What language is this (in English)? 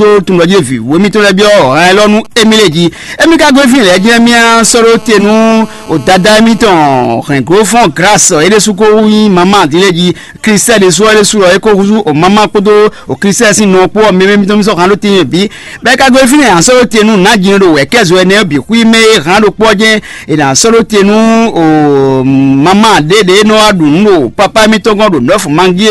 Fon